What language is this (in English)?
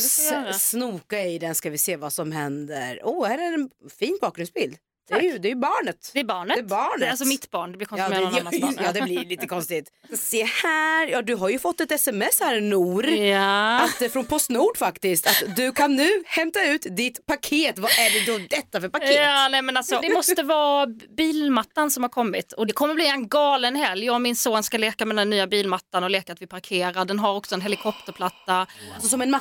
Swedish